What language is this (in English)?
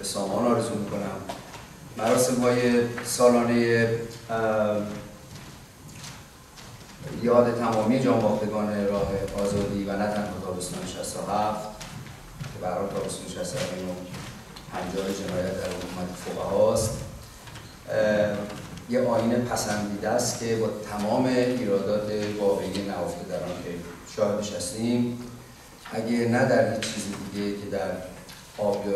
Persian